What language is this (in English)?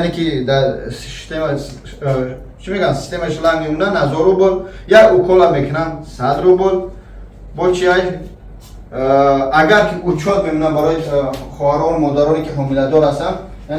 Tajik